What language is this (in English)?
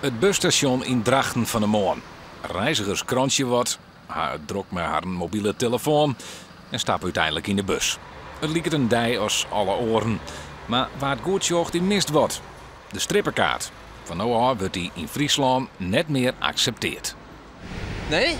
Western Frisian